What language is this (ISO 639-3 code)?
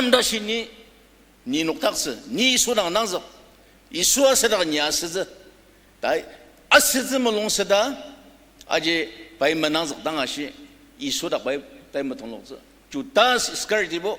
njo